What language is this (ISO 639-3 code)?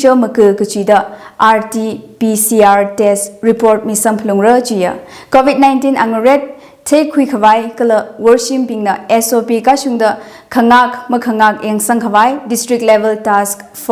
nmf